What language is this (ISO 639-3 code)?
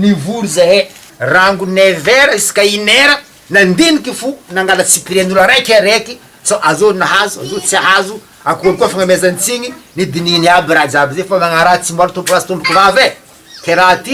mlg